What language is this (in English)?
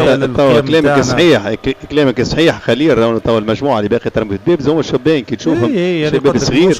Tunisian Arabic